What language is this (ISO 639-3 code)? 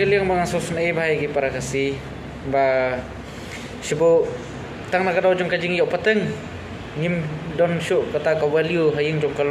kha